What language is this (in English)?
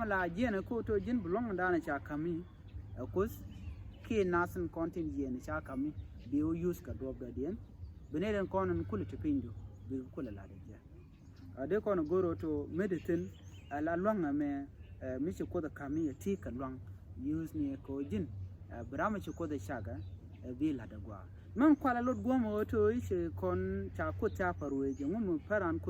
Nuer